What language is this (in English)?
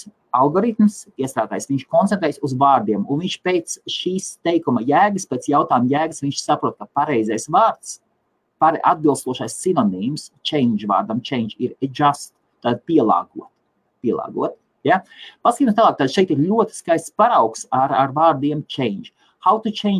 Latvian